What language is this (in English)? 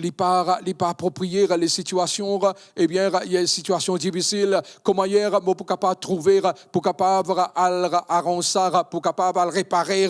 Morisyen